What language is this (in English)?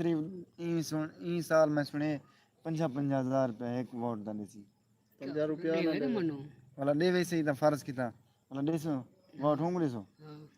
Saraiki